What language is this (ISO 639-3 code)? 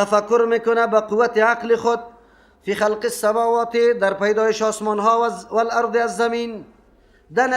fas